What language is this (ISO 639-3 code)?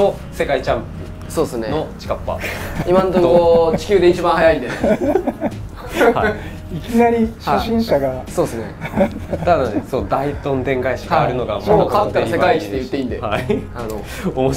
jpn